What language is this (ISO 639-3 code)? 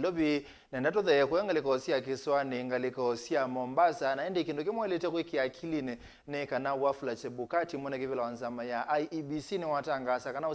kam